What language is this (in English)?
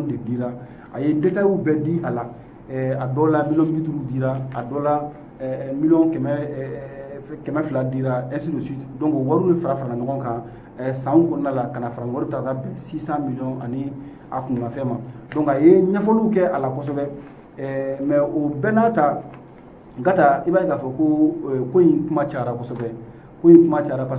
Bambara